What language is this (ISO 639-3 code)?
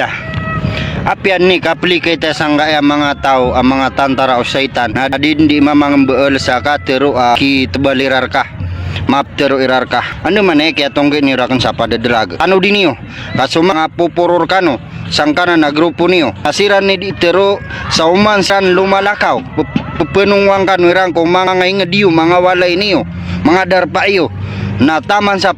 mrw